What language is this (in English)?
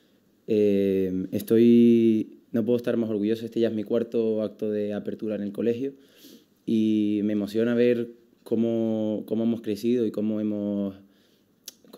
Spanish